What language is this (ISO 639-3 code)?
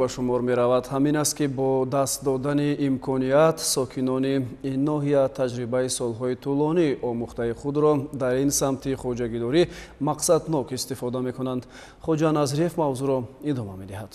tgk